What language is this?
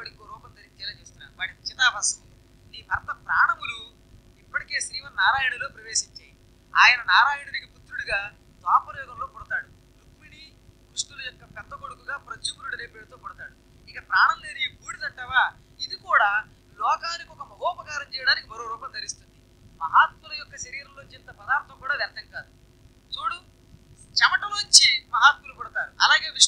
Telugu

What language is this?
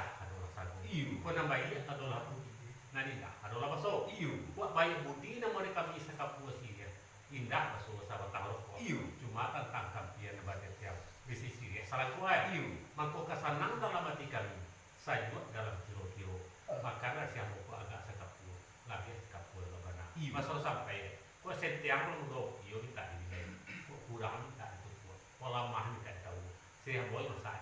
Minangkabau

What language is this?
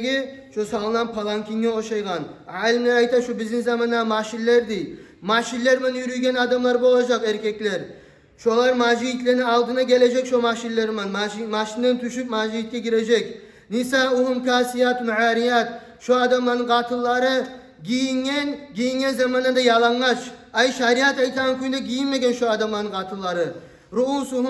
Kumyk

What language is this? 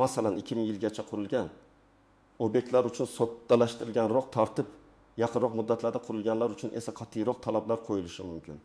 Uzbek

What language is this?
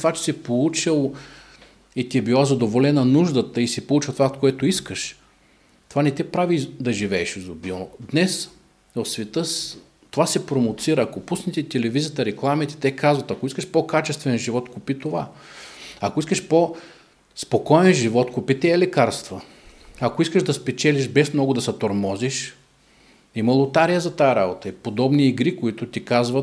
Bulgarian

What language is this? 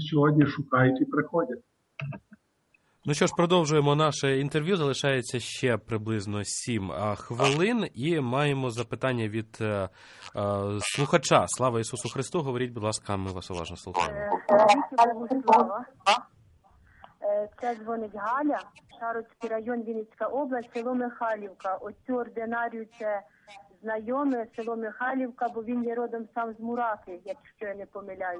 Ukrainian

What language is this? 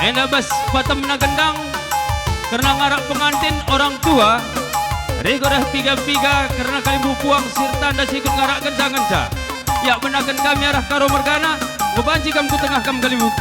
Batak Karo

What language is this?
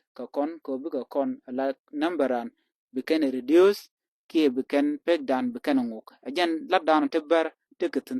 Nuer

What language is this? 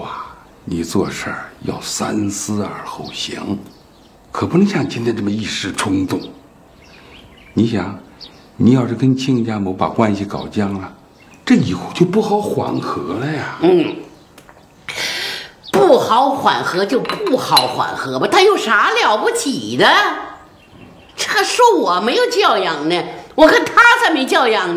Chinese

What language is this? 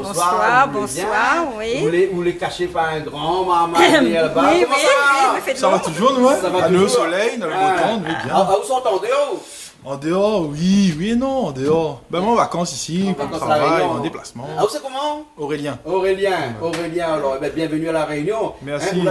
Réunion Creole French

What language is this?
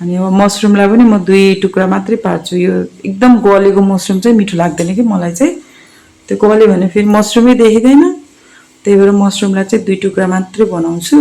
Nepali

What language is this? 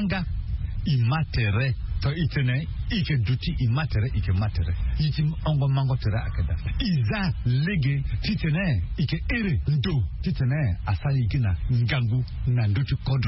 Sango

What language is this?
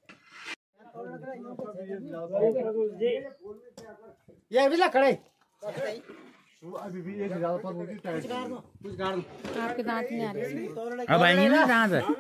Hindi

